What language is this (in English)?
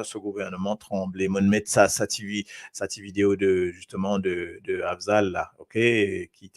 Morisyen